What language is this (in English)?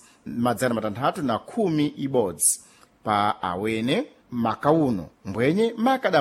Sena